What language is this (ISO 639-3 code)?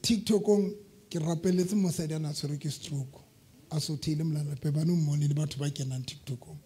sot